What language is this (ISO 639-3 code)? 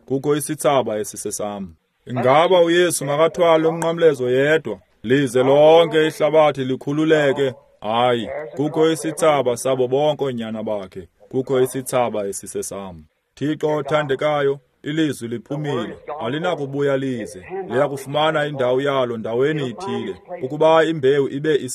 xho